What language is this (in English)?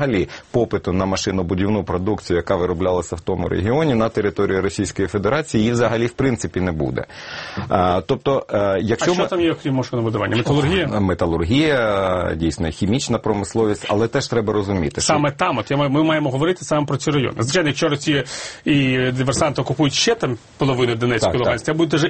Ukrainian